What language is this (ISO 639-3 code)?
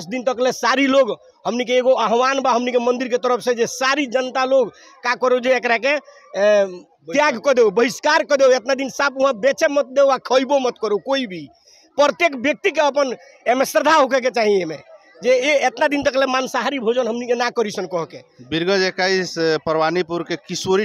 bho